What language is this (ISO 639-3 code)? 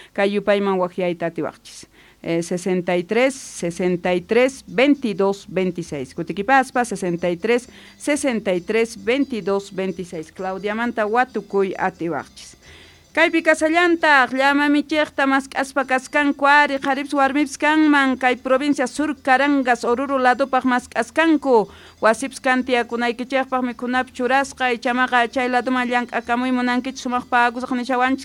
quh